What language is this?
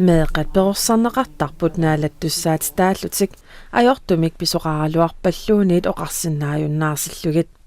Kalaallisut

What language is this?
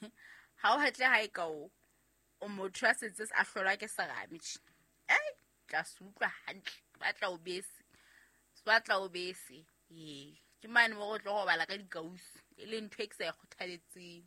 Southern Sotho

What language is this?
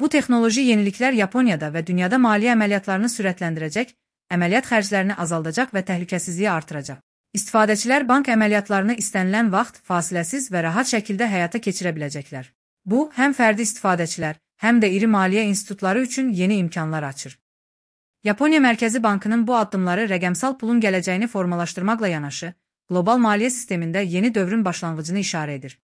Azerbaijani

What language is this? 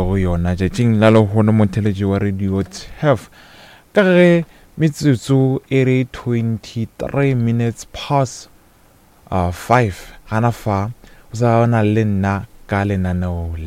Northern Sotho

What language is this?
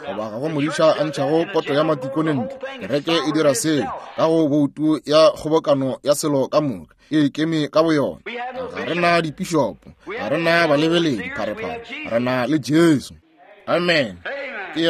Northern Sotho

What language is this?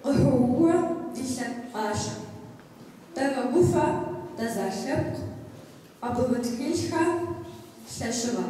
Kabardian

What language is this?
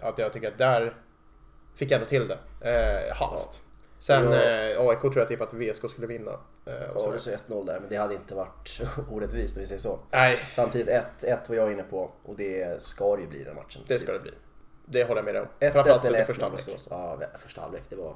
Swedish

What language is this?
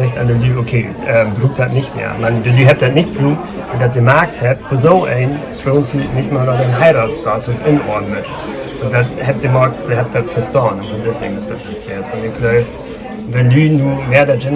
Low German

